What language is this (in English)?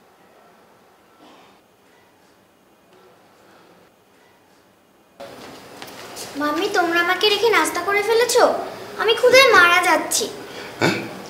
Bangla